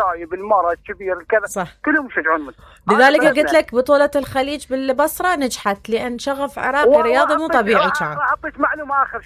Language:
Mesopotamian Arabic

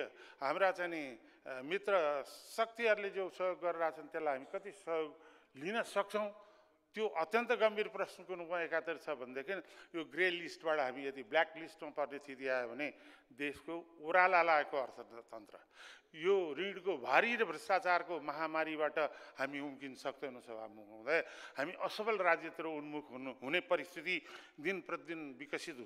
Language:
Nepali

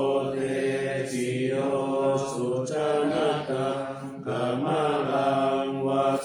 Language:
Pali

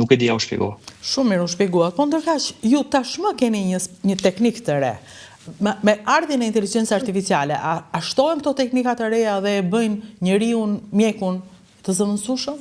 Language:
Albanian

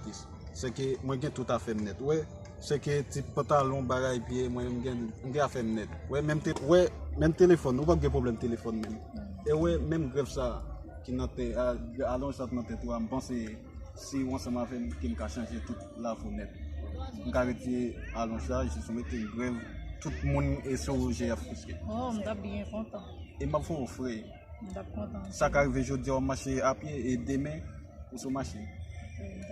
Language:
Haitian Creole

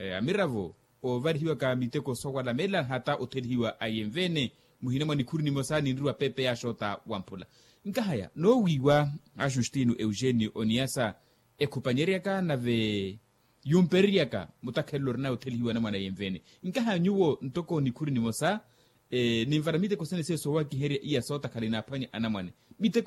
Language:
Makhuwa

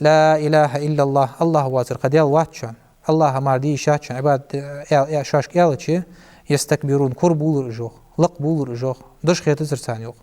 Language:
Ingush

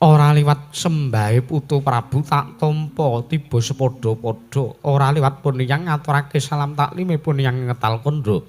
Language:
Javanese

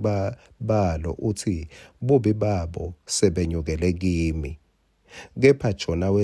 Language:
Swati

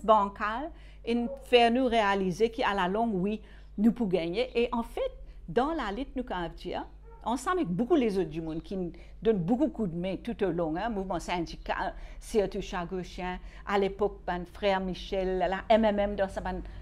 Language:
Morisyen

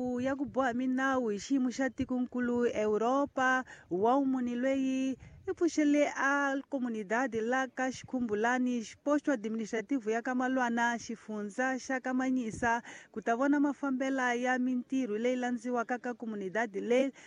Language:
Tsonga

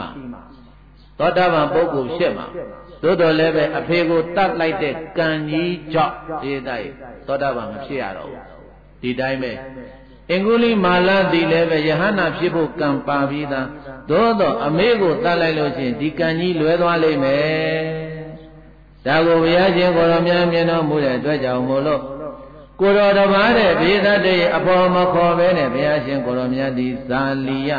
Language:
Burmese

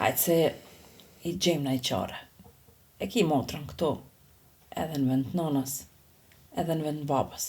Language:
Albanian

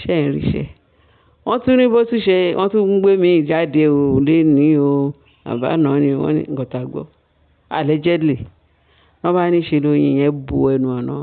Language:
Yoruba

